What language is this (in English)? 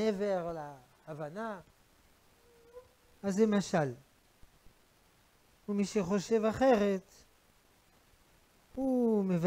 Hebrew